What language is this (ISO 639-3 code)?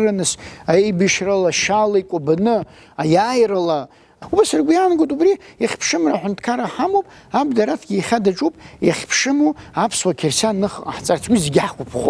abk